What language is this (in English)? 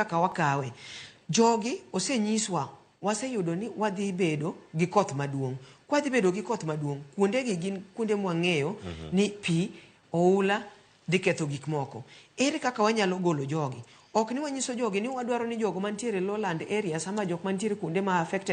Luo (Kenya and Tanzania)